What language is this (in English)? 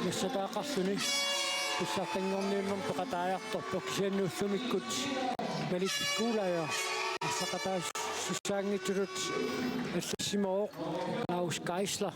Kalaallisut